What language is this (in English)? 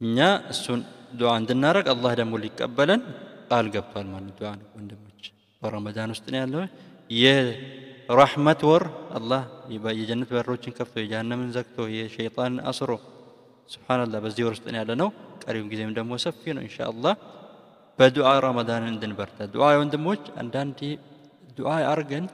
Amharic